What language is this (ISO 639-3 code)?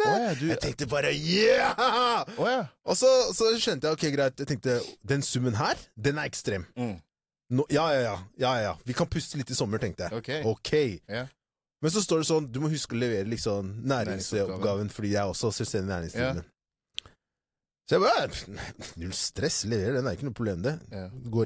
nor